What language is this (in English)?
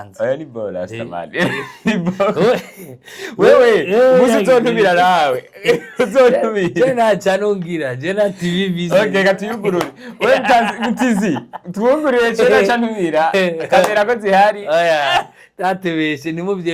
Rundi